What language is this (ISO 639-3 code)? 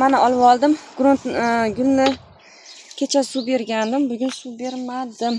uzb